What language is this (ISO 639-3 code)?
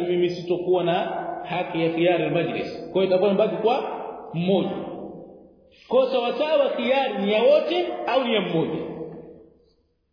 swa